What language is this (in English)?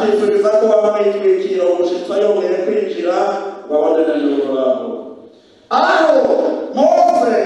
Rundi